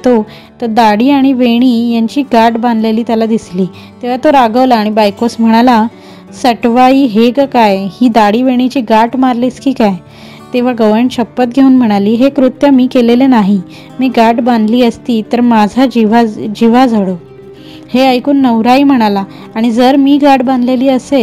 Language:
Marathi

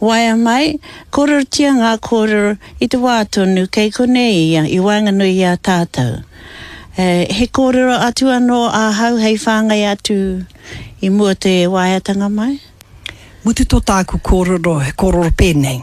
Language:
Māori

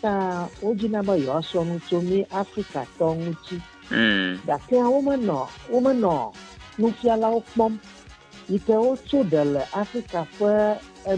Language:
Ewe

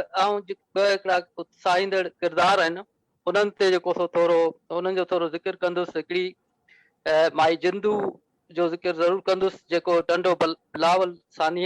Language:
Sindhi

